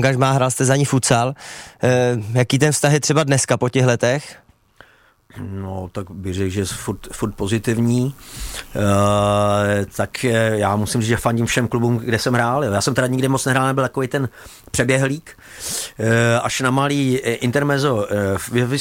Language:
Czech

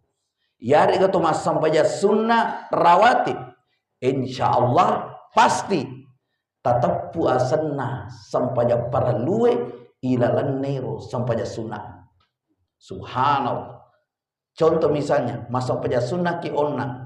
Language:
Buginese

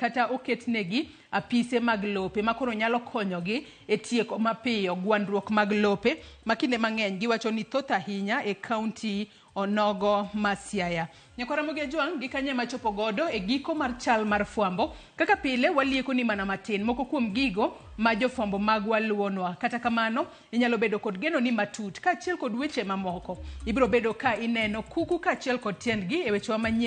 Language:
Luo (Kenya and Tanzania)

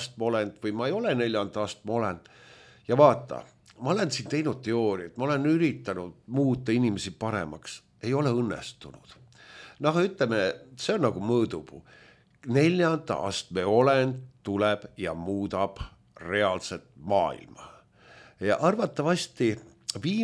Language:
Estonian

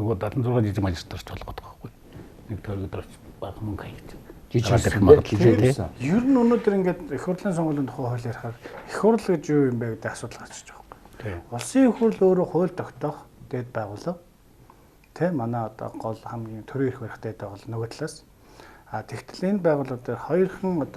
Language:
Mongolian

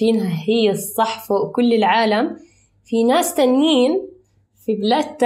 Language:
North Levantine Arabic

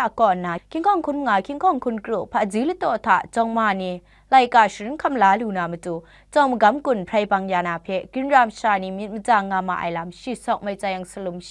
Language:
Kachin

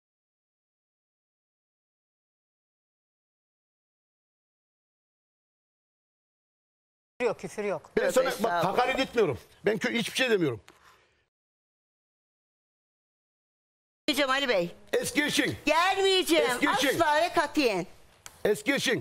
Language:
Turkish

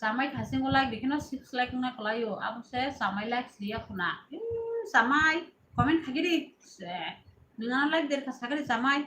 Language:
Kok Borok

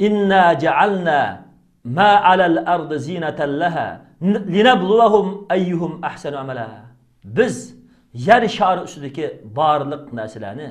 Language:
Uyghur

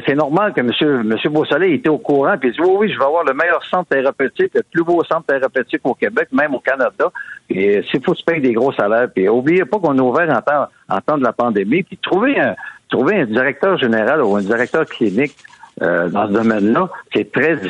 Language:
French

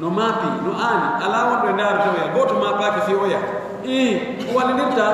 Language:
Fula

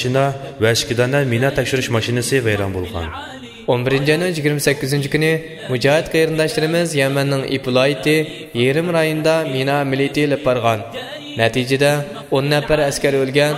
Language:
Uyghur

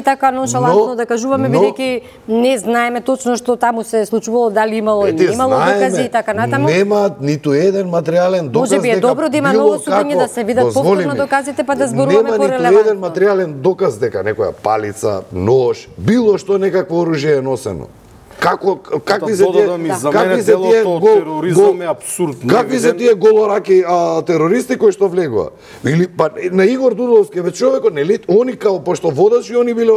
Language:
Macedonian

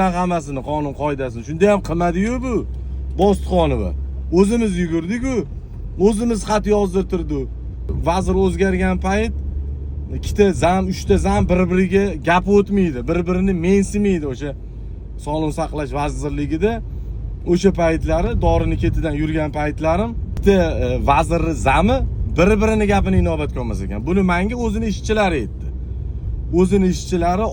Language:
Uzbek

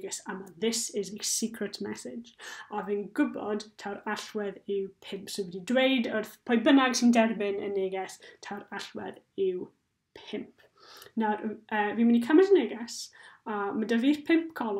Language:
Welsh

